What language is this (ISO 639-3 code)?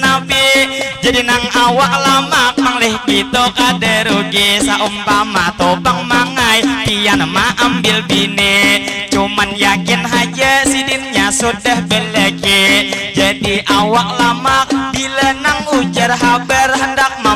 bjn